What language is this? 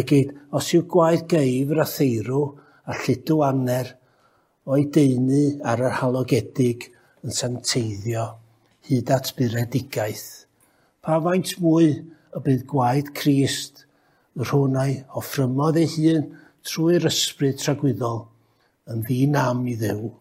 Welsh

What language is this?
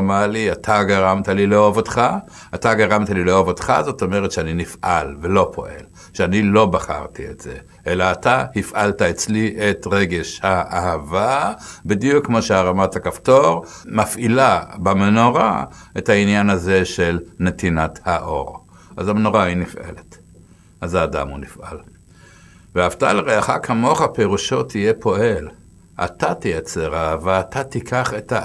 Hebrew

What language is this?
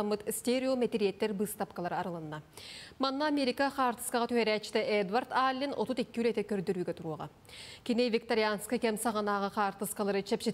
Yakut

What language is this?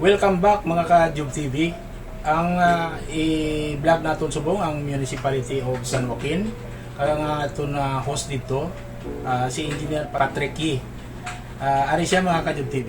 Hiligaynon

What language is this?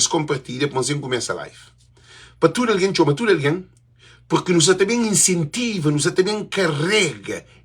Kabuverdianu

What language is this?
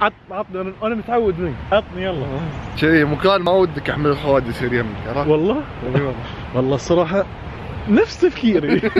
Najdi Arabic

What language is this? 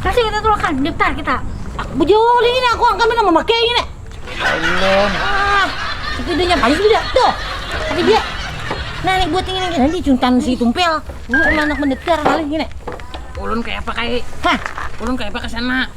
Banjar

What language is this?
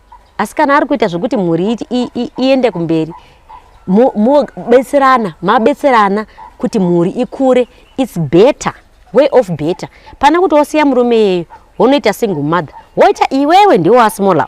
Shona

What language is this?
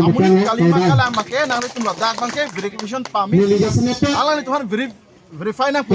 Karbi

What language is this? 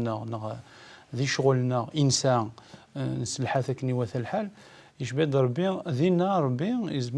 Kabyle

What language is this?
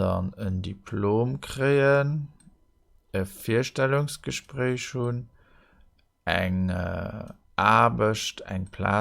Luxembourgish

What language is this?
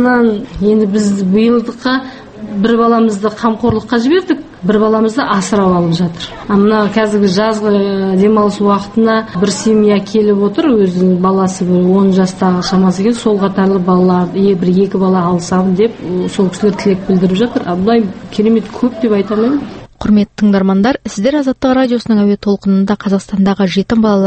Kazakh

